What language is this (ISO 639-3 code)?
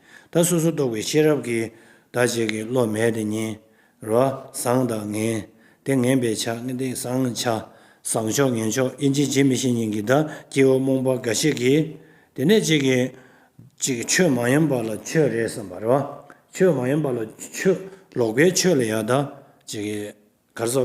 bod